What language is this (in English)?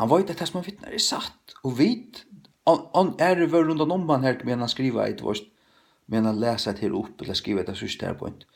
Faroese